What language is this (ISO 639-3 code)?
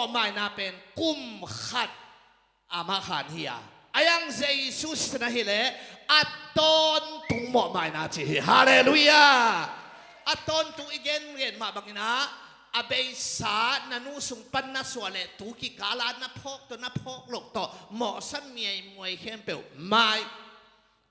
ctd